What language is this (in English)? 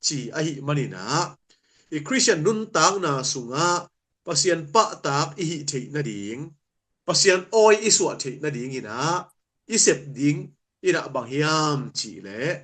Tedim Chin